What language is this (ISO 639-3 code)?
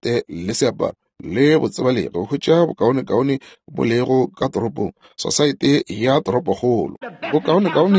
nso